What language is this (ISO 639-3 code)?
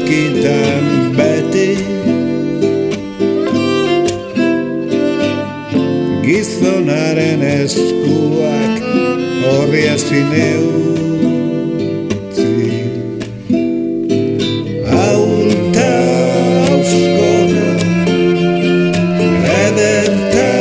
eus